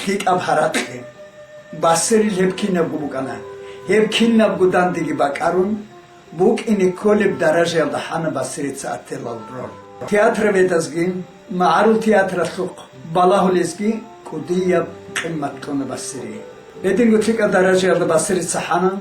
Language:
Avaric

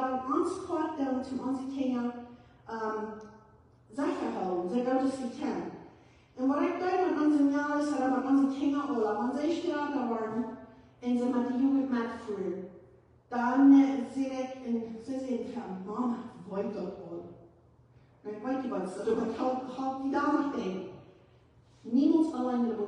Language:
Plautdietsch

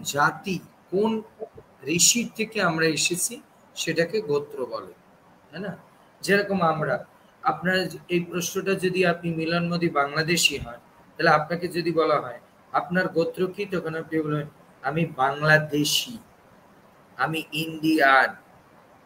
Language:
Bangla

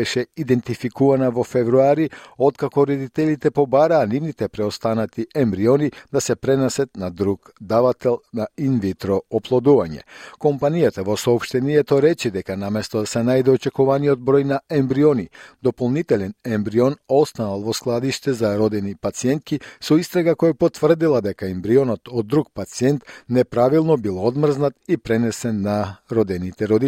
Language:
Macedonian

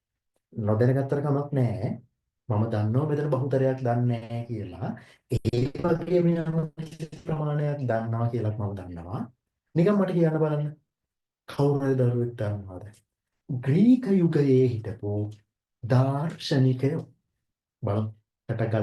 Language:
Sinhala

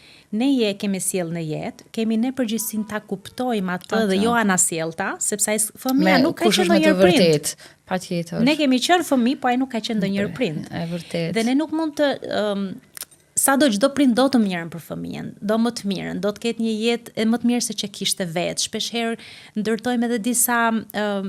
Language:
Albanian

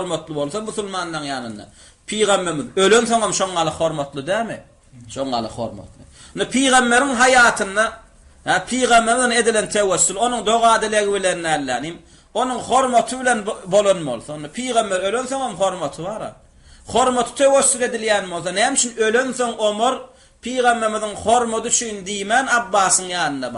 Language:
Turkmen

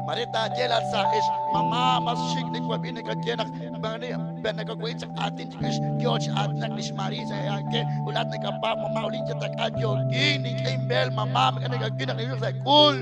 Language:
Kekchí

